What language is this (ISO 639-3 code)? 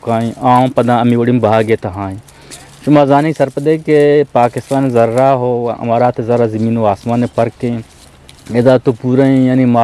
bgp